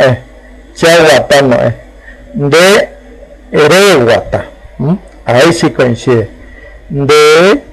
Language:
Guarani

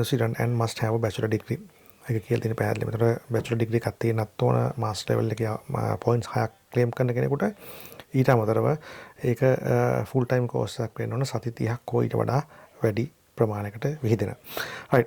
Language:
Sinhala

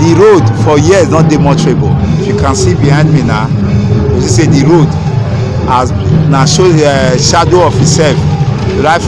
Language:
Nigerian Pidgin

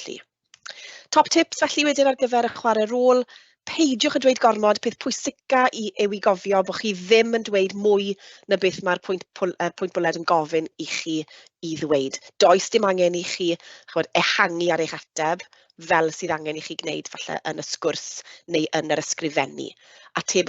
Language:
Welsh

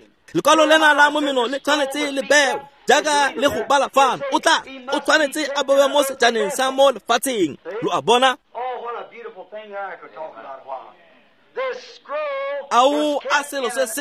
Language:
Tswana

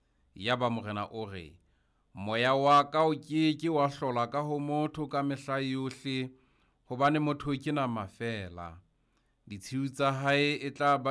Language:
Southern Sotho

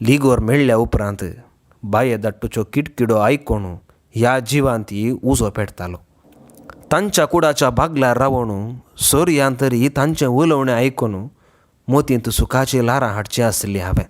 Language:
Konkani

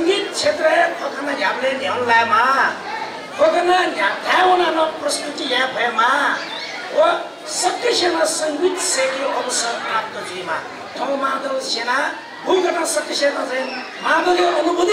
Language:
Newari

